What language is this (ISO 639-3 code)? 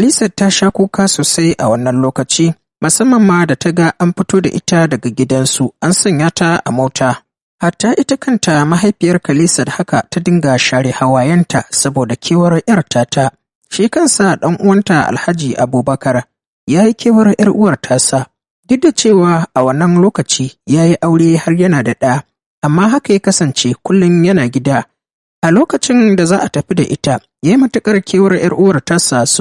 hau